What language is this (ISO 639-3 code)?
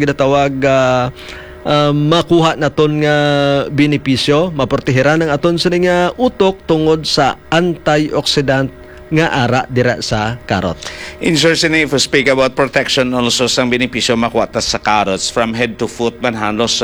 hil